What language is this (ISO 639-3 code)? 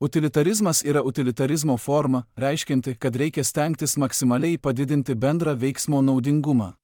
lit